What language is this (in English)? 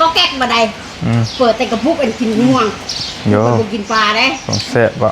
Northeastern Thai